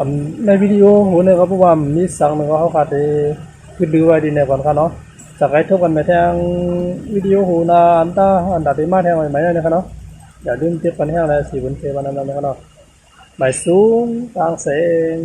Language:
Shan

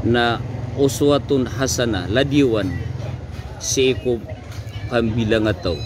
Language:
Maranao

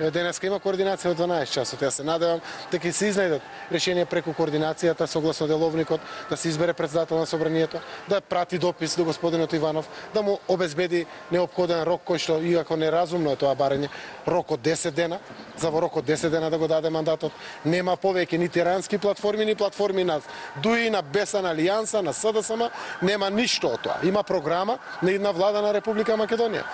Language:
Macedonian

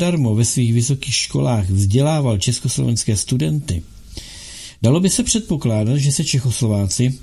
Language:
Czech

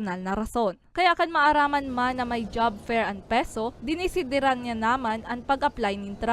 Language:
Bikol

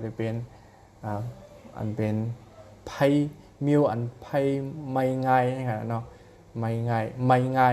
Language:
Shan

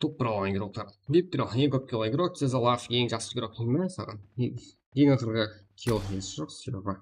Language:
Kara-Kalpak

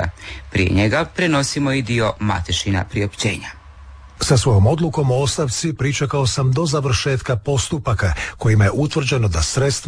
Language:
Croatian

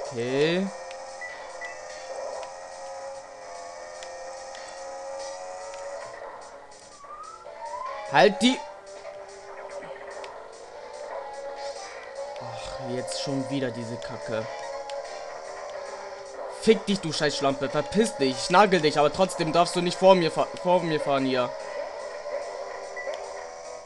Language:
German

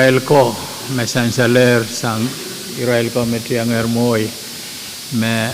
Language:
Pohnpeian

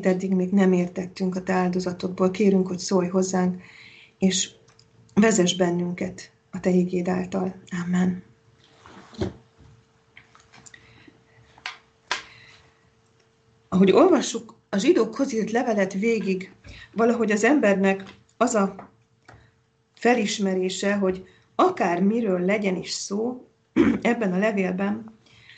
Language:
Hungarian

